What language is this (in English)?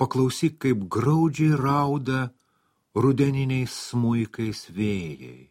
Lithuanian